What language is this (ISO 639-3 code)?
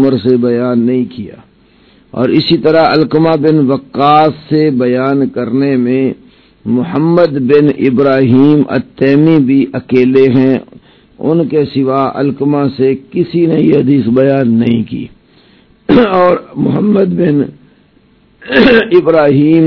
urd